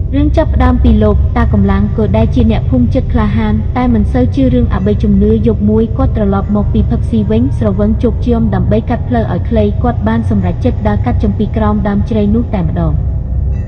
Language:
Khmer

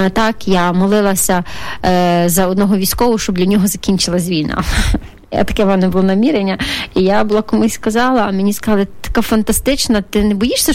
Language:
Ukrainian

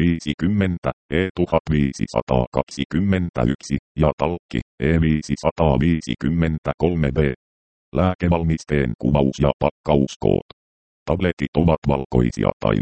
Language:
Finnish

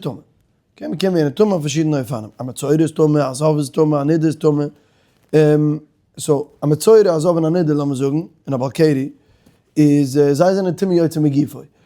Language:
Yiddish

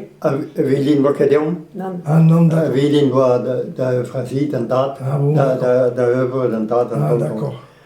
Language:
Breton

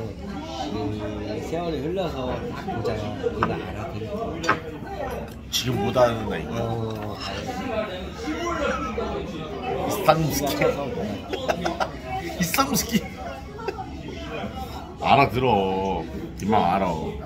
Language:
Korean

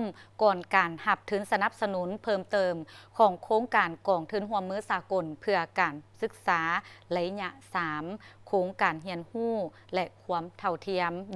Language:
Lao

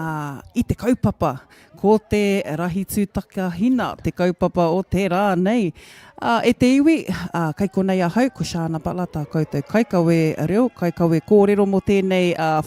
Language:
Māori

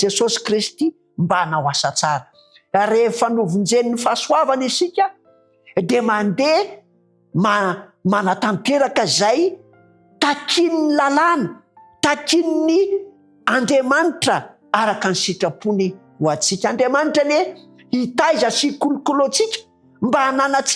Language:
Malagasy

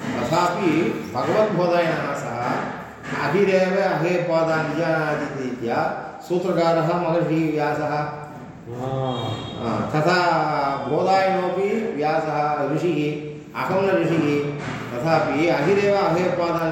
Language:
Sanskrit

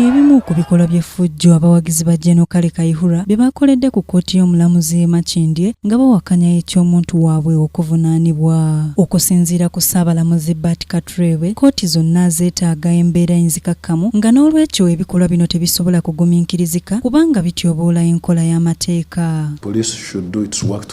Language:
Ganda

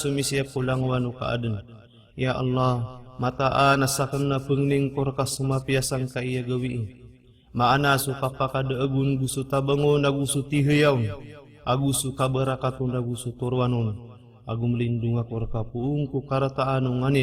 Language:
Maranao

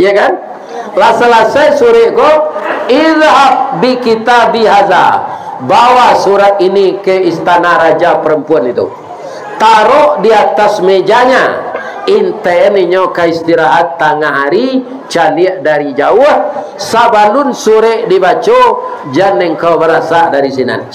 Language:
Minangkabau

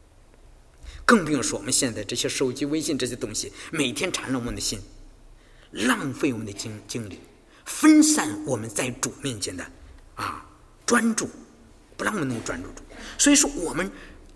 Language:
Chinese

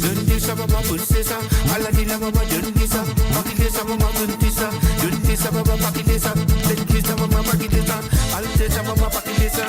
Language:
Morisyen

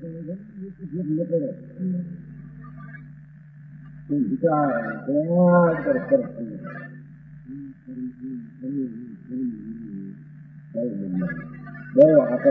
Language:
Gujarati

